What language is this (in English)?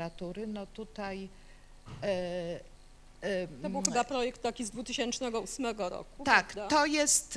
Polish